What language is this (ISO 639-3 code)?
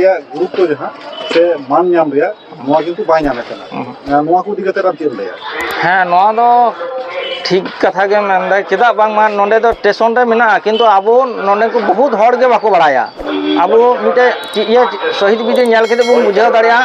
sat